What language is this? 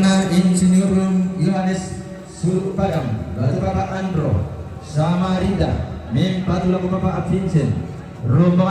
Toraja-Sa'dan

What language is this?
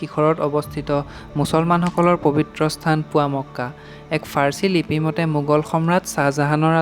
Assamese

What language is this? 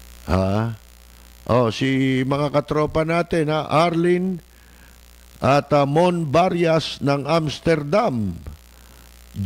Filipino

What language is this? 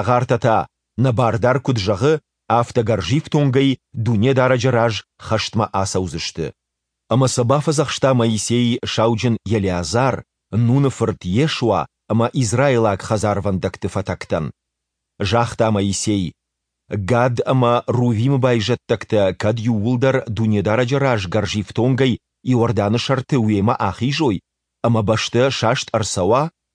Ossetic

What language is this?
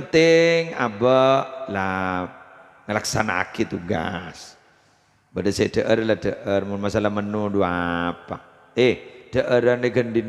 Madurese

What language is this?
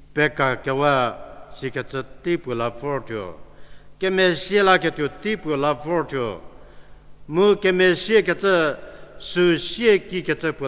Angami Naga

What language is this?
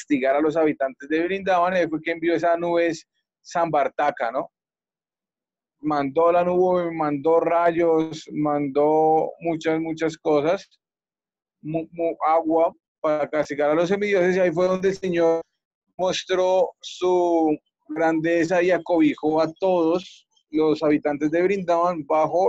Spanish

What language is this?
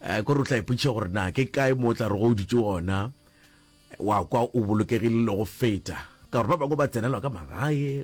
Northern Sotho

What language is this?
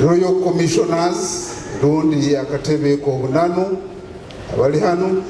Nyoro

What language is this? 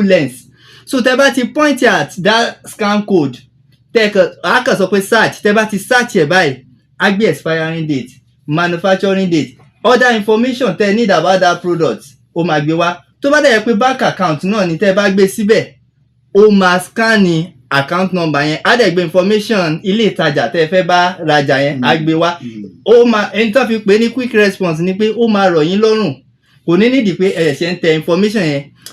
Yoruba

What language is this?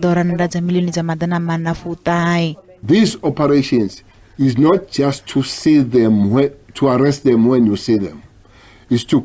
Venda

